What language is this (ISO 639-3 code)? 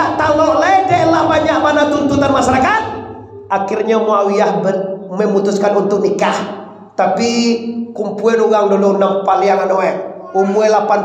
min